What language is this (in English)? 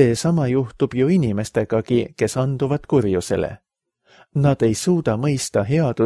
Estonian